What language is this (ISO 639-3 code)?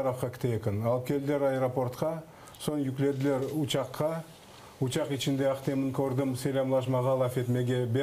crh